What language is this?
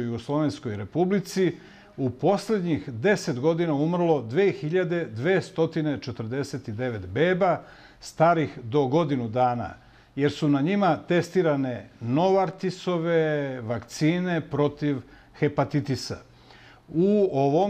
Serbian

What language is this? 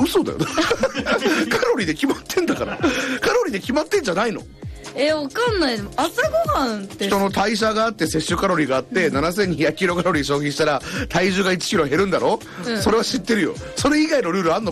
Japanese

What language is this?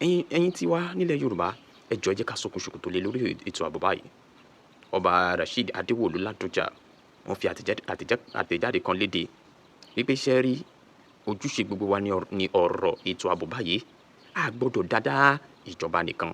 Yoruba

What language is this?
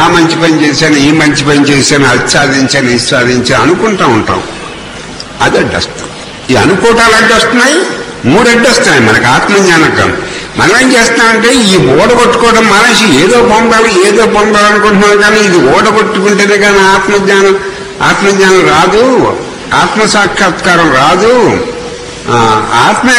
Telugu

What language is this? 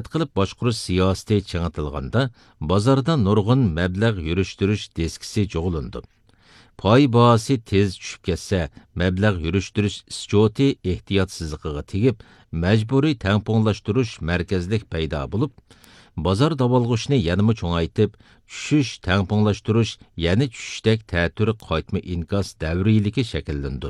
Uyghur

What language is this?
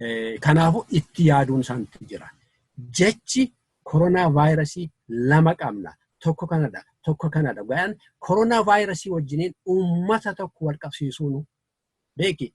Oromo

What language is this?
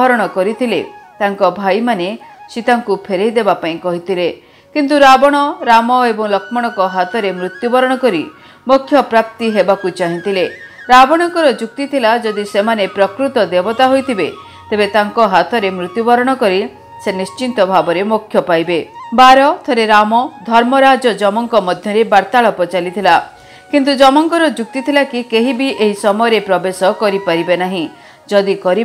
Odia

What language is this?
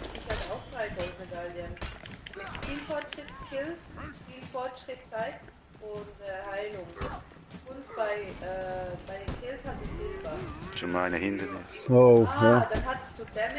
Swiss German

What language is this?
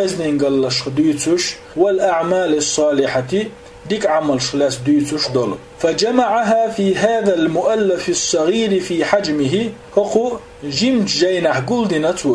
Chechen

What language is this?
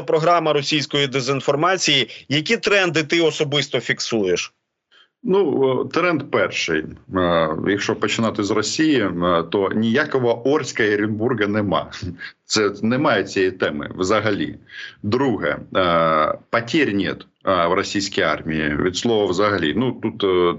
Ukrainian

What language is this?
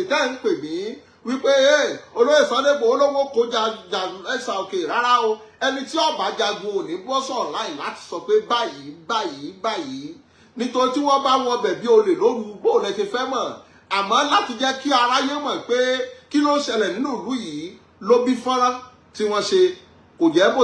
Yoruba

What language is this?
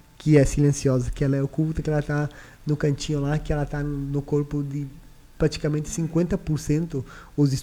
Portuguese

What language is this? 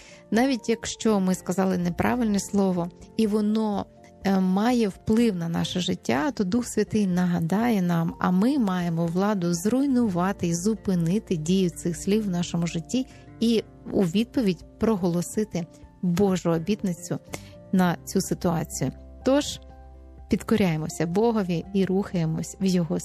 Ukrainian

